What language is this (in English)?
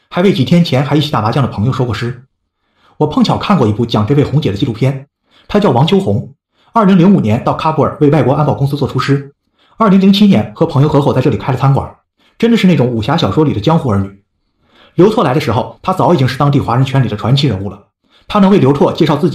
Chinese